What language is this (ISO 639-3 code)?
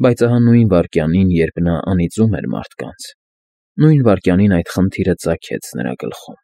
hye